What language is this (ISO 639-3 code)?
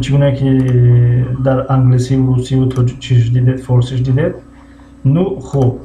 tgk